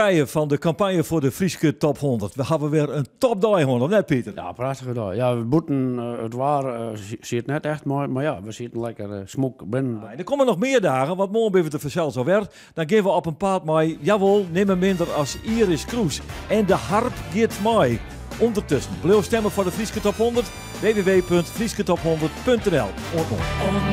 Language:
Western Frisian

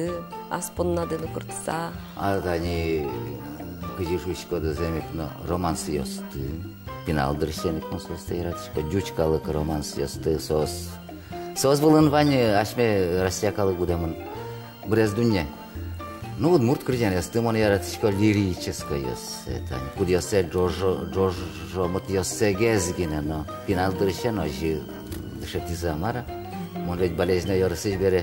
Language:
Udmurt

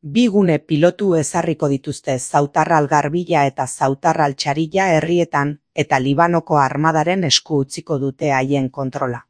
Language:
Basque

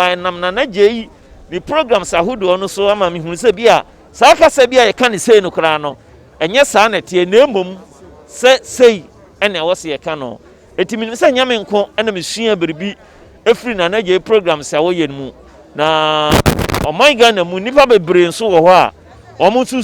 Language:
Akan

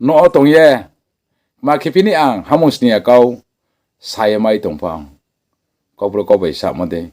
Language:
Riang (India)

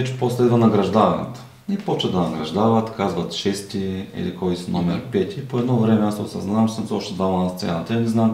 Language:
Bulgarian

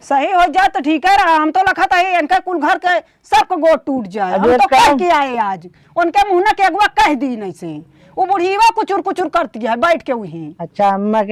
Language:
Awadhi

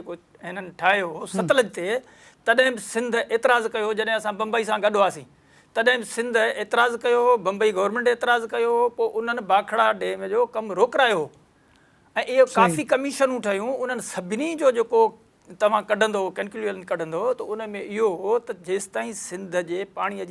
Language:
Sindhi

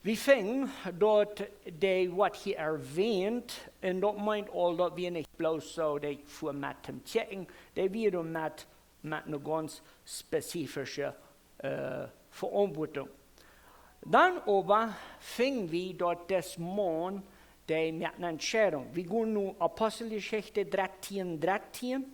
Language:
Plautdietsch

